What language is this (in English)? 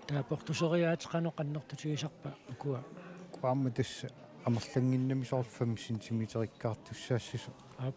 Kalaallisut